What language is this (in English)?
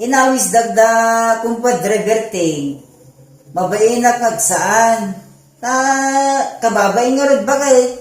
Iloko